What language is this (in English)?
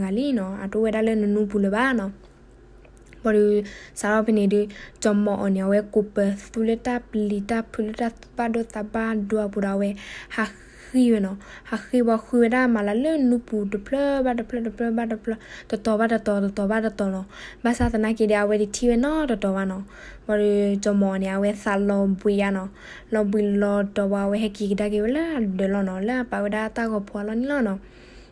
S'gaw Karen